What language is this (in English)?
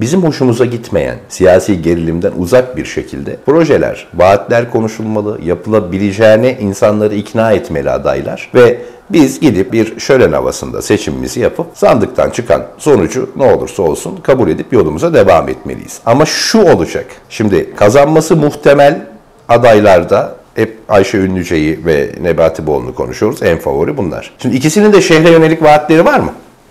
Turkish